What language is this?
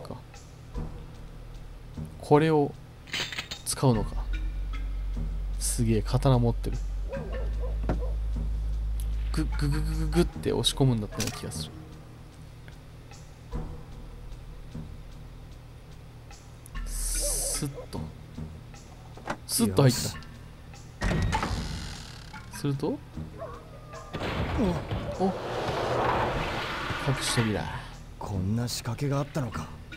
Japanese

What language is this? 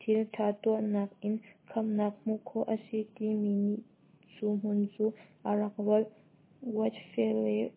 Hakha Chin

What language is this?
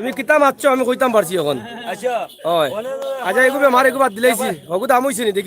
Sylheti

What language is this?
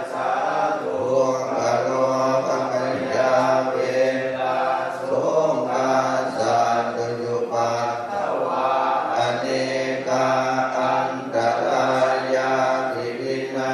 Pali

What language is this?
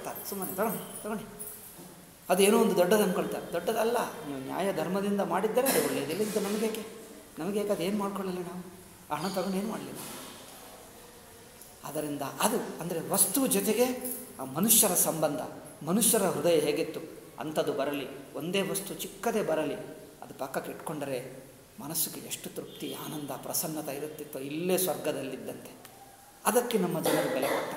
Kannada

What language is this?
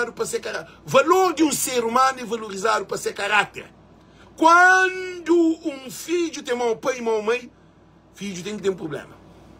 Kabuverdianu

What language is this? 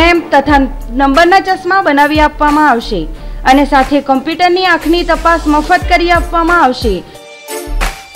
Gujarati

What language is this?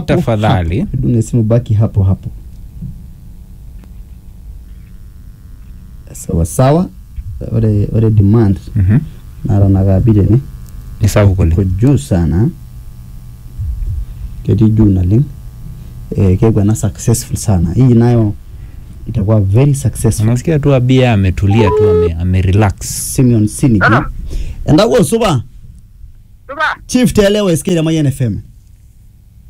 Swahili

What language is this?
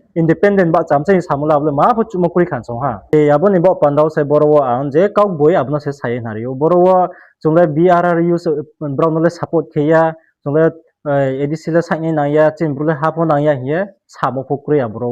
Riang (India)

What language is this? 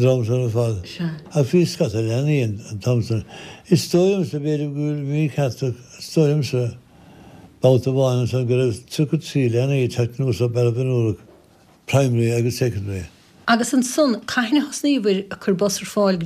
Irish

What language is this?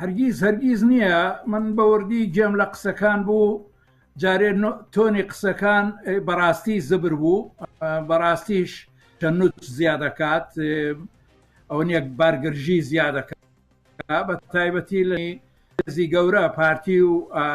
Central Kurdish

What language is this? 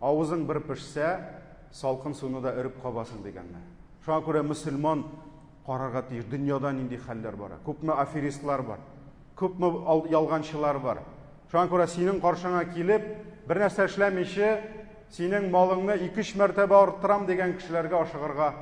Tatar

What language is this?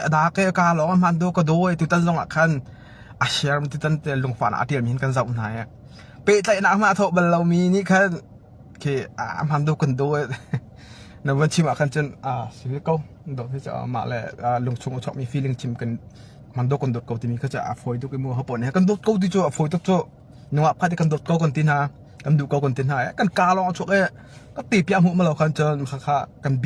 Hakha Chin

